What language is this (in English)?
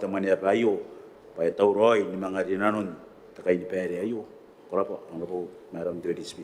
Gilbertese